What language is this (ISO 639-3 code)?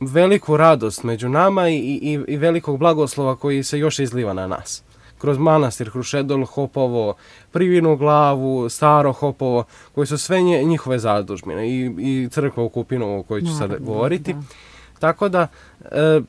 srp